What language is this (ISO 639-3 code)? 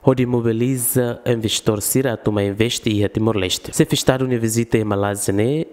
tet